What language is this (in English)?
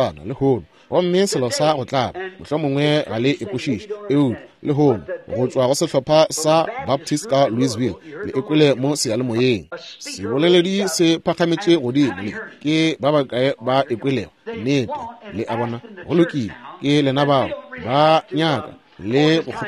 Northern Sotho